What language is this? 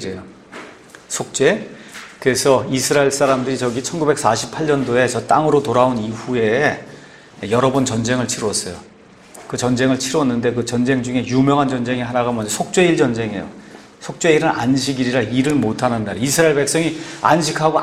Korean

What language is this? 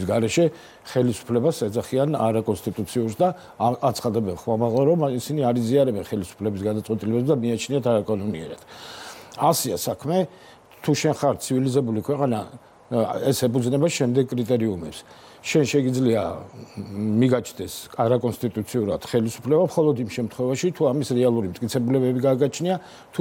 Georgian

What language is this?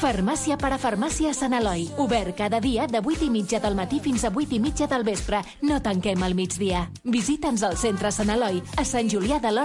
Catalan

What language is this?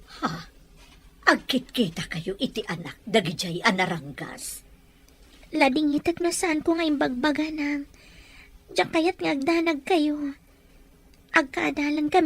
Iloko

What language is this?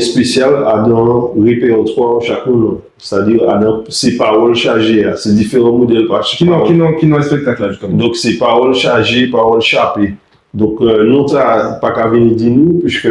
Guadeloupean Creole French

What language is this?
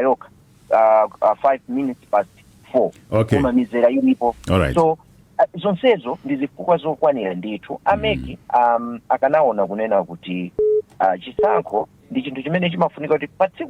Nyanja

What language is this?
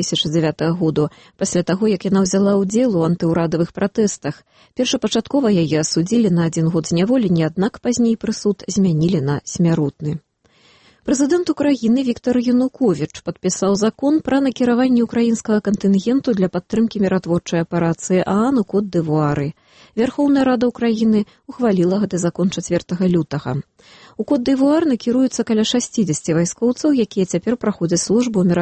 Belarusian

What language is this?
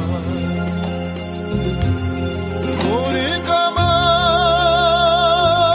Kazakh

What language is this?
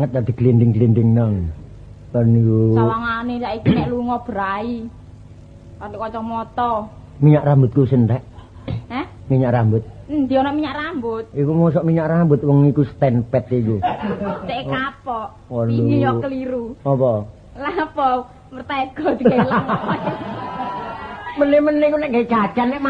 Javanese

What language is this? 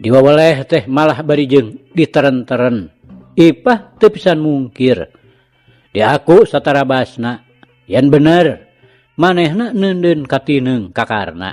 Sundanese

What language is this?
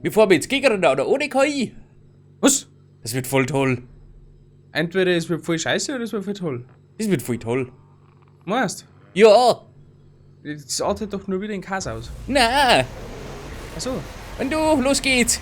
Bavarian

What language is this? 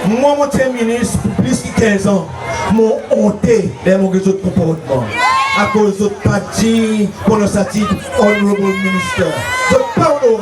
Seselwa Creole French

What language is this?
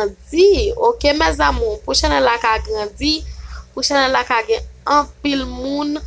Haitian Creole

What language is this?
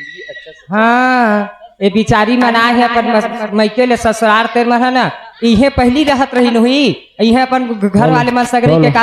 Chhattisgarhi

